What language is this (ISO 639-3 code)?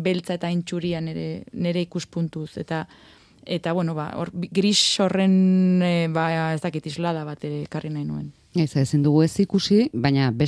eus